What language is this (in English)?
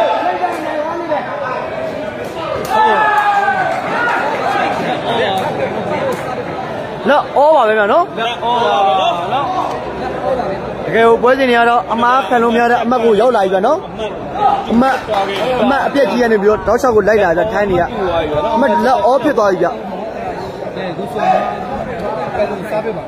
Burmese